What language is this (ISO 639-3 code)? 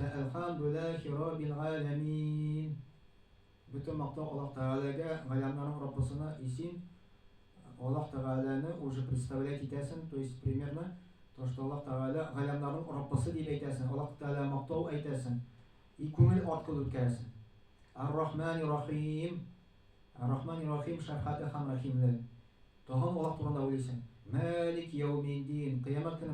tat